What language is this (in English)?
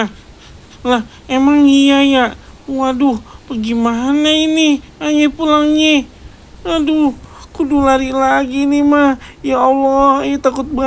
Betawi